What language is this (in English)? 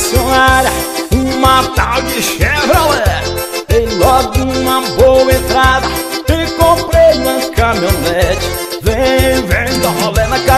Portuguese